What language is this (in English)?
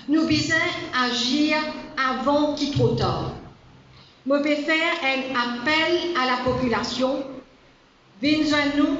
Morisyen